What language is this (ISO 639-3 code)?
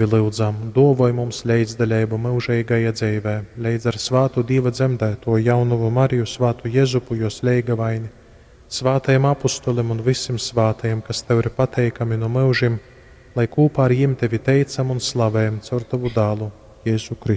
ltg